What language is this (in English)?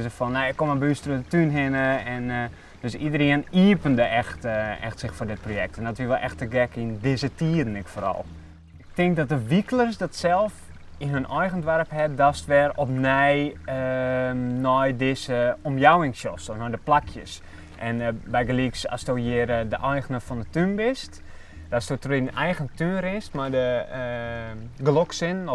Western Frisian